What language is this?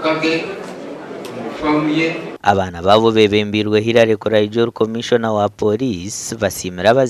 Nyankole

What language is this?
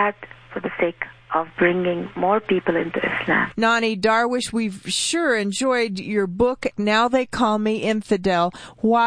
English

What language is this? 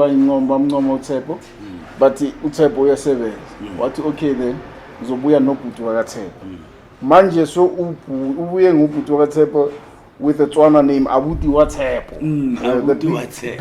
Zulu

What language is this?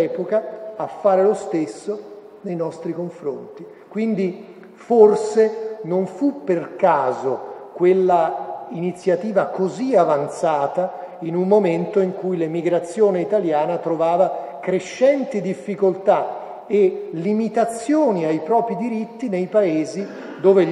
Italian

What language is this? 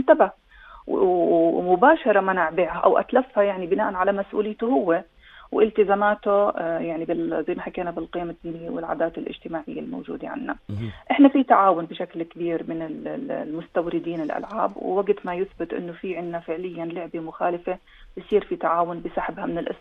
North Levantine Arabic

